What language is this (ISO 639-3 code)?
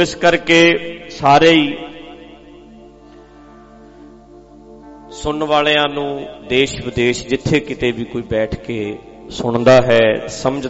pan